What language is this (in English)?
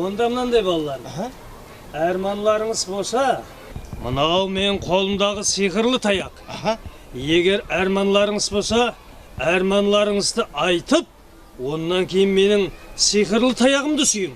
Kara-Kalpak